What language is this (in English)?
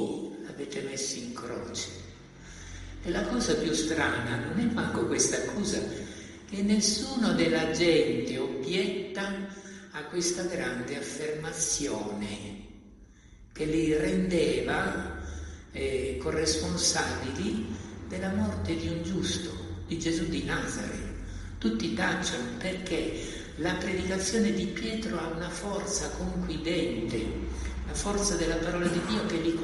Italian